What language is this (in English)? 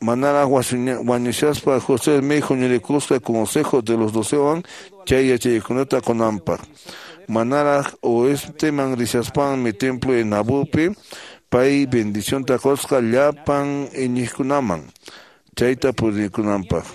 Quechua